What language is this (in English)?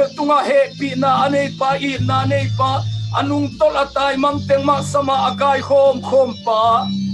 Tedim Chin